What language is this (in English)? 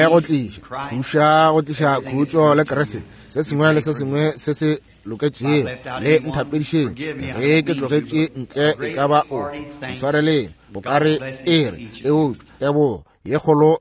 Northern Sotho